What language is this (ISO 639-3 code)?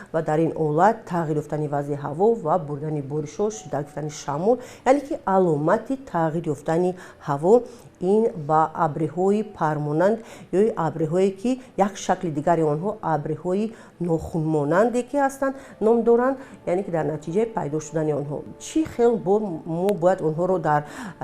tgk